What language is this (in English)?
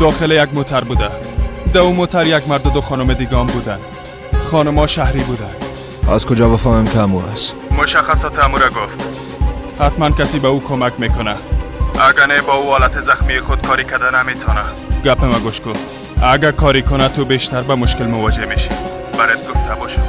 Persian